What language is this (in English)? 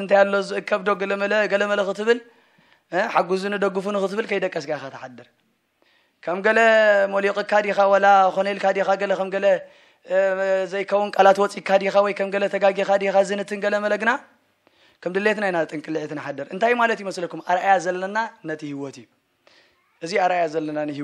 Tigrinya